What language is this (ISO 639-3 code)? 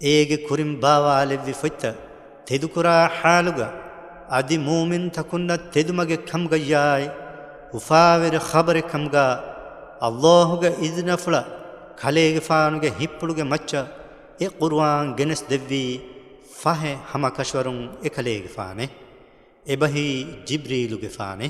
div